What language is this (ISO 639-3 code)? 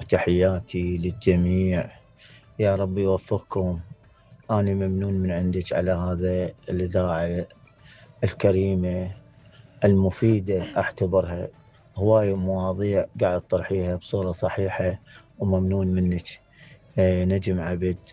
acm